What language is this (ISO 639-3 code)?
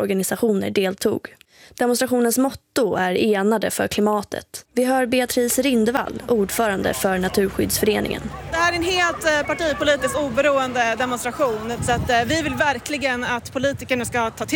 swe